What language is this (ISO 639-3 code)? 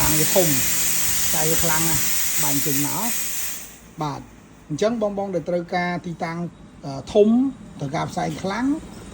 khm